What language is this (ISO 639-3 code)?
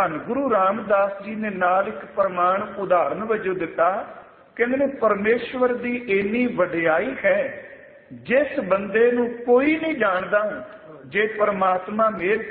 pan